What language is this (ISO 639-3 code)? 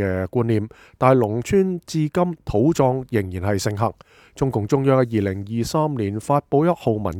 yue